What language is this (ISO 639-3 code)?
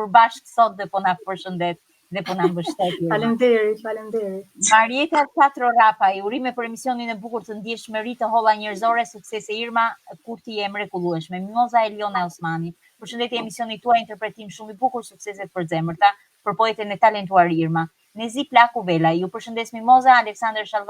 sqi